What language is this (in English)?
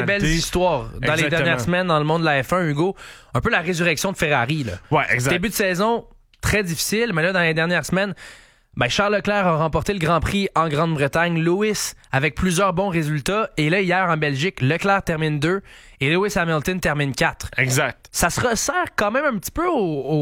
French